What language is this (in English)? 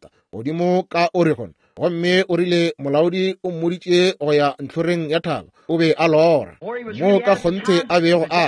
Northern Sotho